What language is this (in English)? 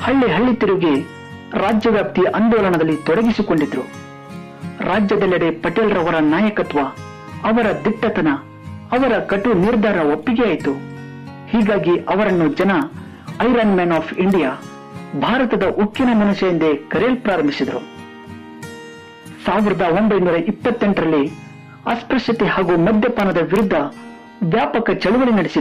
Kannada